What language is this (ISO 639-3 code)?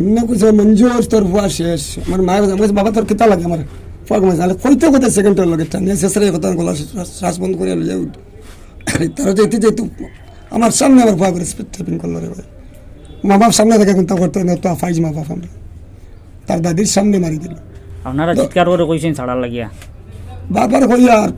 syl